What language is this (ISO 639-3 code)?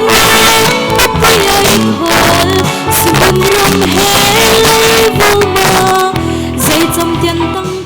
cfm